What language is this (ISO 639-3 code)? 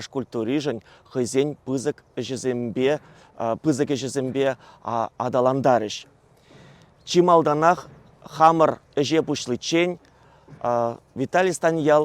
chv